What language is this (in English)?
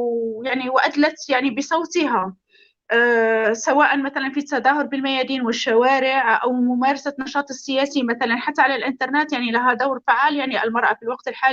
North Levantine Arabic